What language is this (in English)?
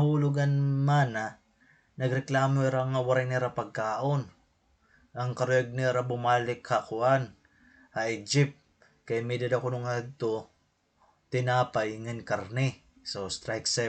Waray